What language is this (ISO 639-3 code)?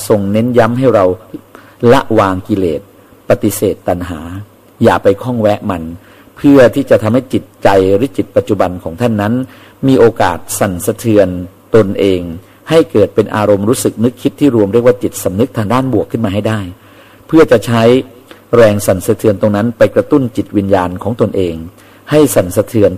tha